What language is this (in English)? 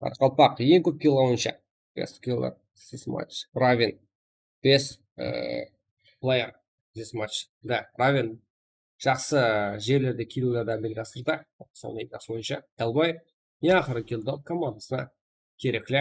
Kara-Kalpak